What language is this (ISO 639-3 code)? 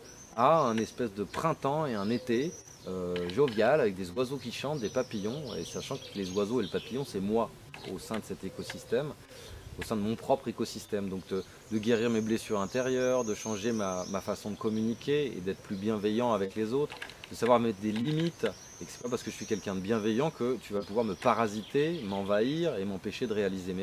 fra